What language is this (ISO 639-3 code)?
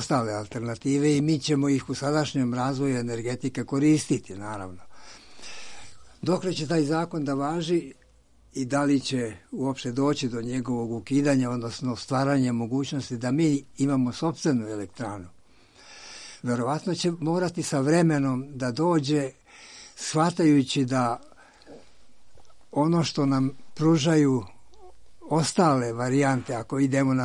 srp